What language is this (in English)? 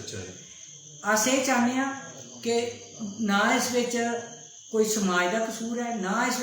Dogri